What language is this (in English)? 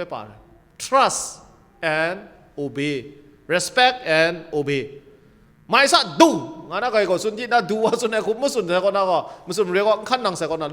Kachin